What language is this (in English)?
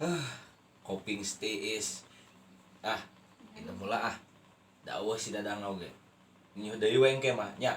Sundanese